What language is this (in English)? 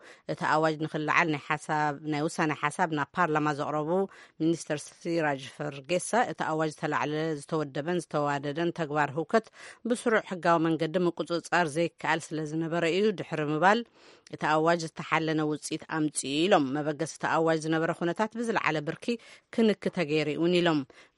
Tigrinya